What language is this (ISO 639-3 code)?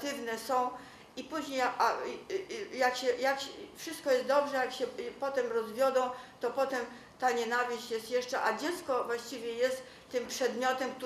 pol